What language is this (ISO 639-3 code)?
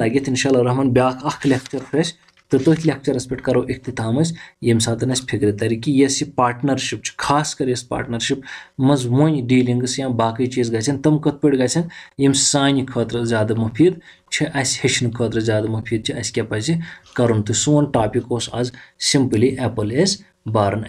kas